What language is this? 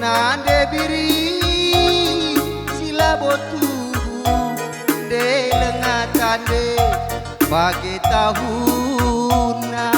Batak Karo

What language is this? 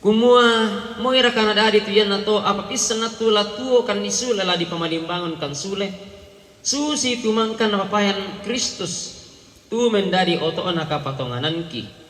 Toraja-Sa'dan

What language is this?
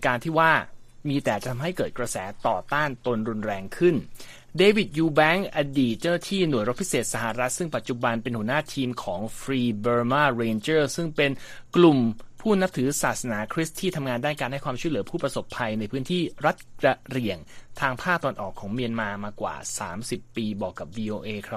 Thai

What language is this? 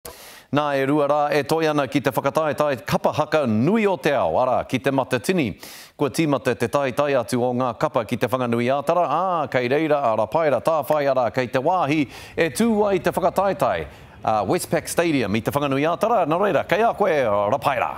Māori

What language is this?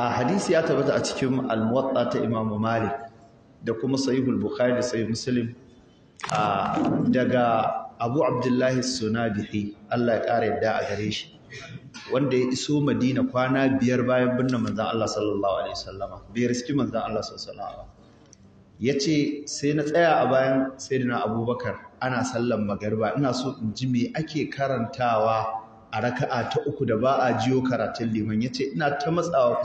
Hausa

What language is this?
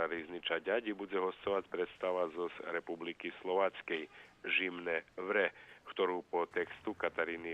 Rusyn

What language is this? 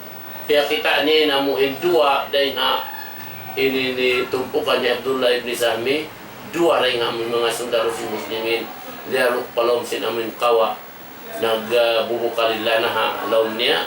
Tausug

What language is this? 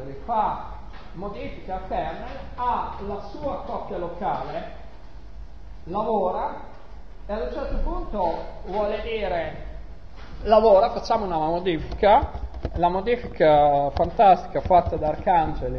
Italian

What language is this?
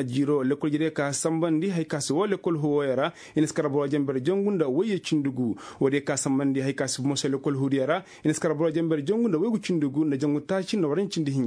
Koyraboro Senni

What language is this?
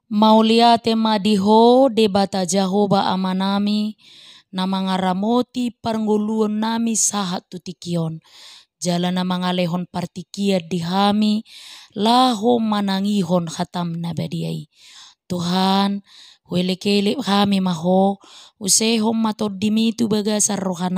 Batak Toba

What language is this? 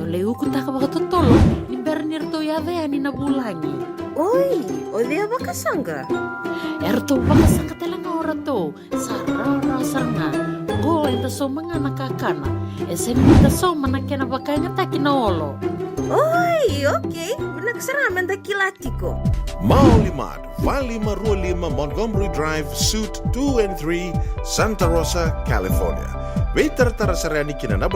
Fijian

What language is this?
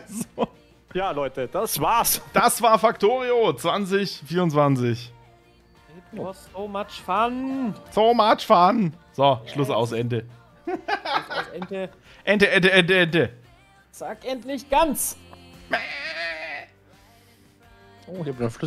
German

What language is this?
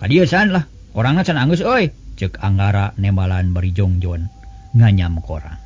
Sundanese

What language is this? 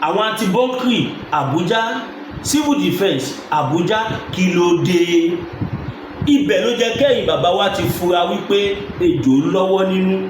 Yoruba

